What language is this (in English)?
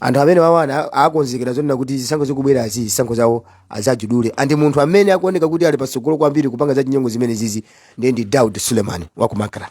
Nyanja